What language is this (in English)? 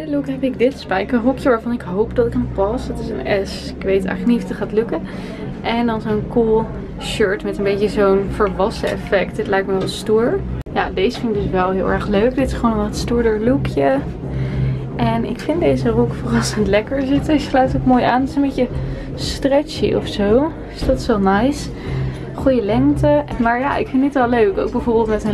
Dutch